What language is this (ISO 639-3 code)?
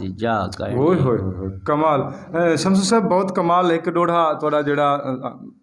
skr